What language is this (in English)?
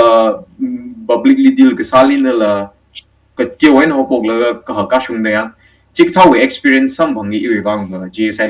Tangkhul Naga (India)